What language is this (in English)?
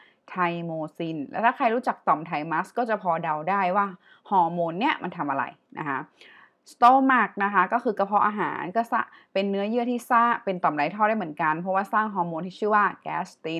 Thai